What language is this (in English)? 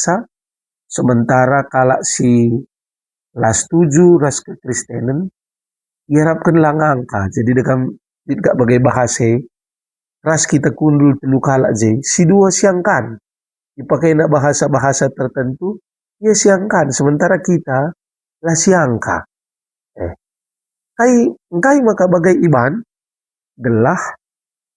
Batak Karo